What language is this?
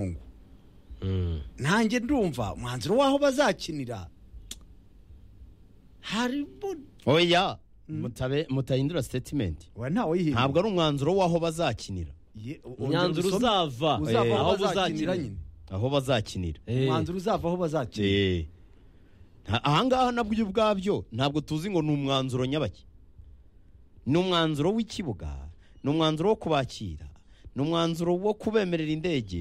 Kinyarwanda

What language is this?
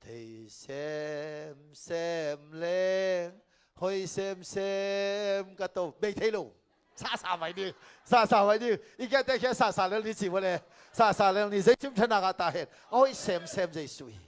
Tedim Chin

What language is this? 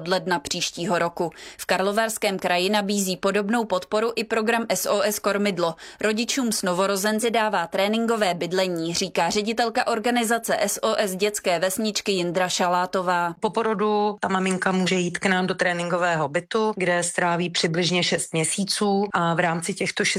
Czech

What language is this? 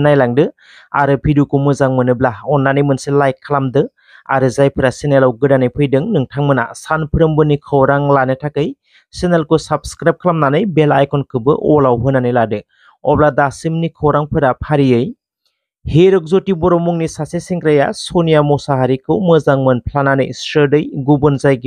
Bodo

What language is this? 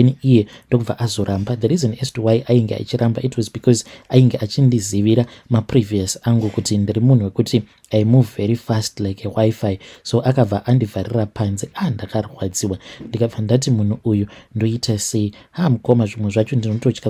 Shona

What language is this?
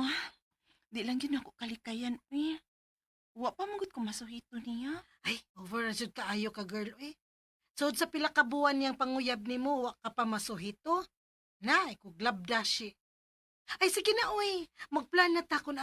Cebuano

